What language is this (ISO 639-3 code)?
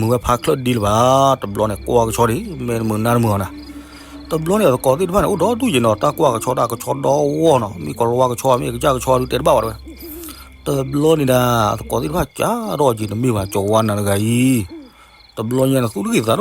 ksw